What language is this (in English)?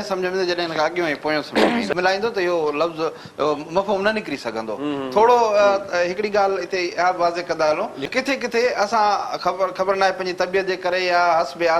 Sindhi